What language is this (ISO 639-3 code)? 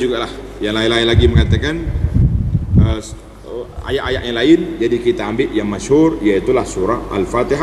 msa